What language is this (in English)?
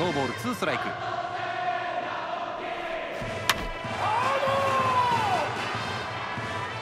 Japanese